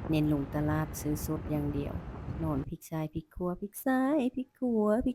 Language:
Lao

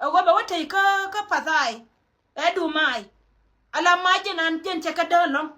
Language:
Nuer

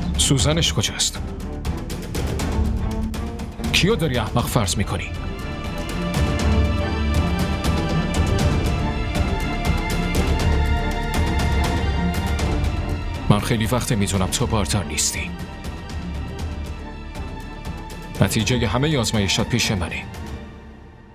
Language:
Persian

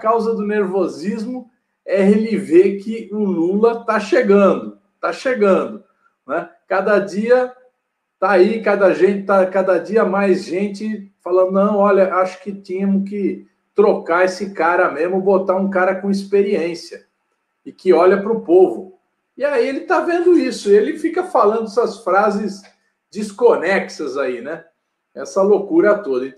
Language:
Portuguese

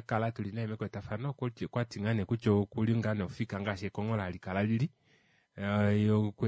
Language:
Kuanyama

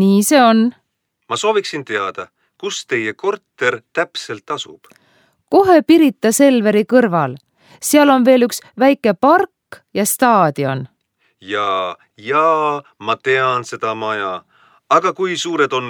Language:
Estonian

